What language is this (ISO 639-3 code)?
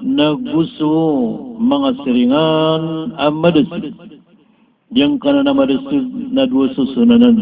mrw